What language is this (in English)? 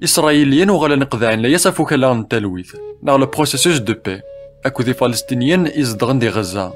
Kabyle